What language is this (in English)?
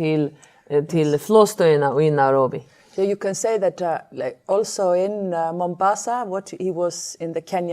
Faroese